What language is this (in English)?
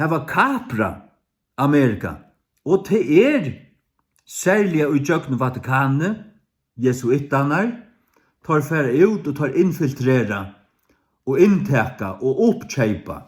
Faroese